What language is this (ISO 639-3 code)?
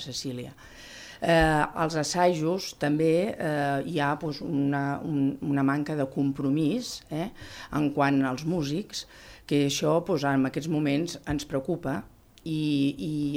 cat